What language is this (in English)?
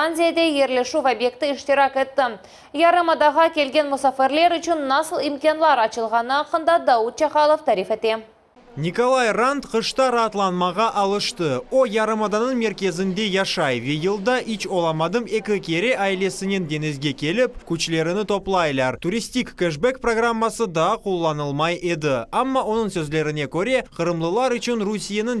Crimean Tatar